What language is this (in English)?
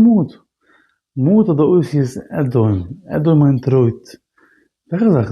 Yiddish